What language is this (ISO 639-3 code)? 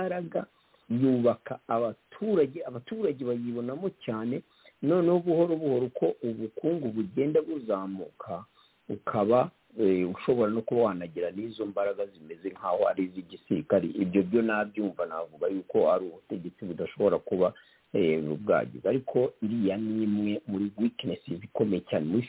kin